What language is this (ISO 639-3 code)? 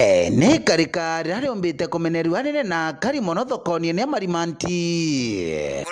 mer